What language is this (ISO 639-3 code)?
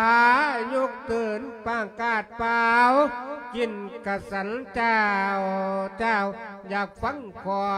lao